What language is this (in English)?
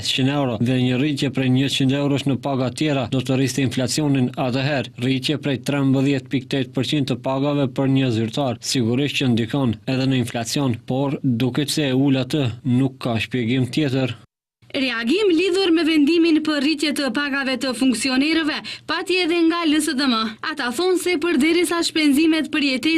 Albanian